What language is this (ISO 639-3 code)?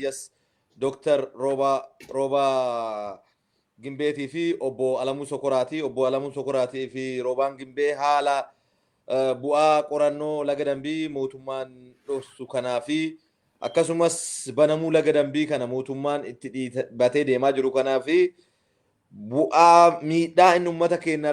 orm